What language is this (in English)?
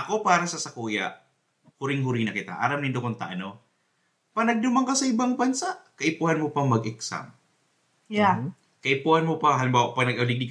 Bikol